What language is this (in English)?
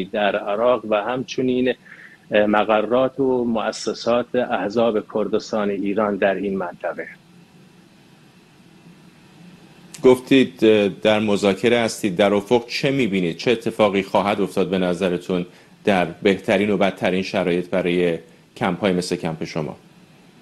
Persian